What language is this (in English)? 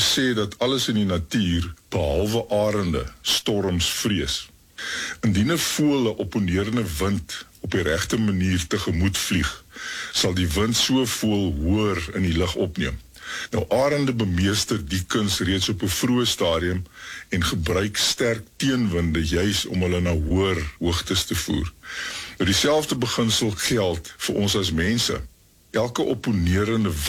Afrikaans